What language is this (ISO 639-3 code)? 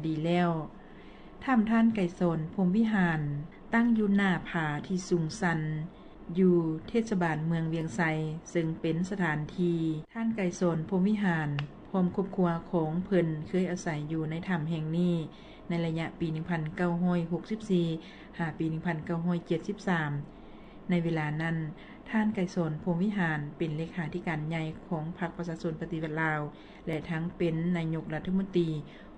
lao